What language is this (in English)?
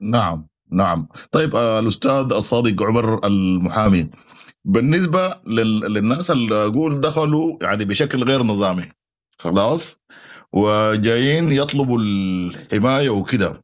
Sudanese Arabic